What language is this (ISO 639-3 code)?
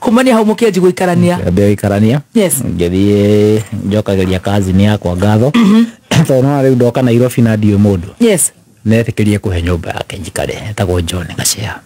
kik